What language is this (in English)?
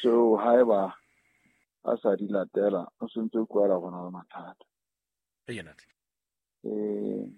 Southern Sotho